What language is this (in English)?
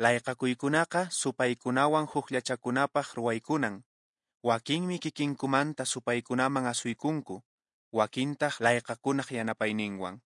Quechua